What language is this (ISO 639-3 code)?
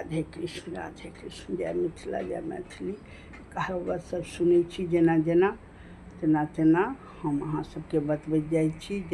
mai